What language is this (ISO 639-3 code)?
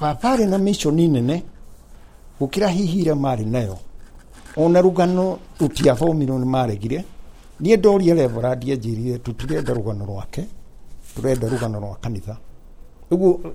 kik